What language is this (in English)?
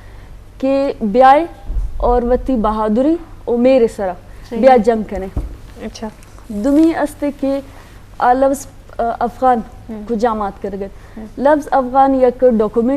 Eastern Balochi